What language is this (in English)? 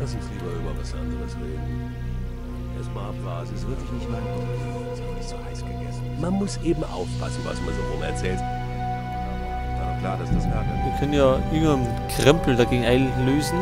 Bavarian